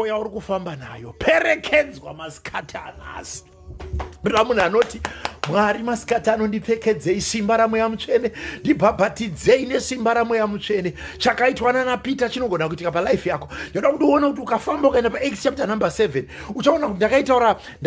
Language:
Shona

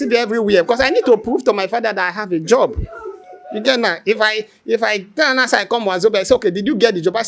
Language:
Nigerian Pidgin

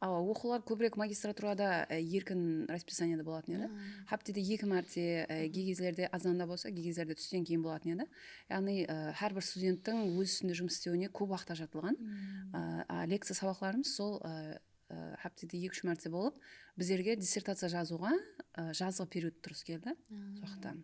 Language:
Kara-Kalpak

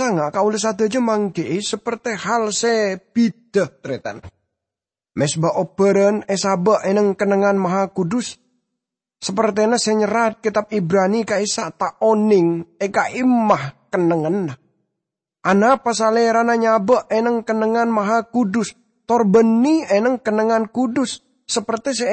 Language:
Madurese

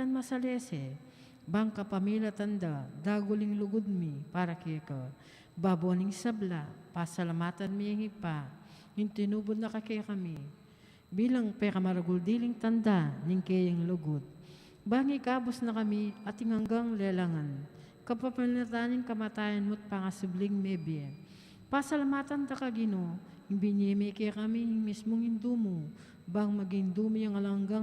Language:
Pampanga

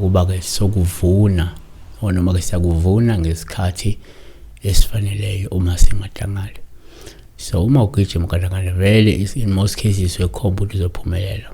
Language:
Zulu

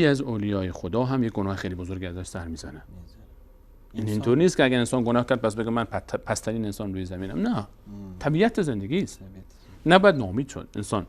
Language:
Persian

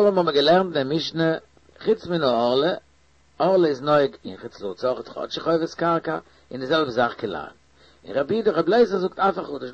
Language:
Yiddish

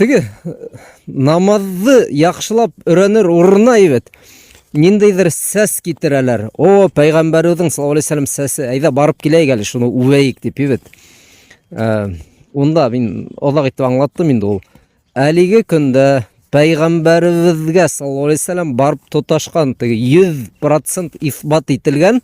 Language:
Bashkir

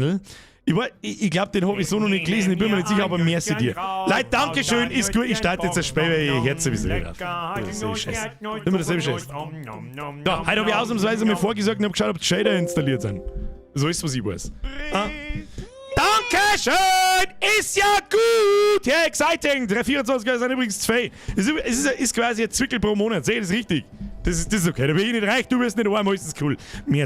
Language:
Bavarian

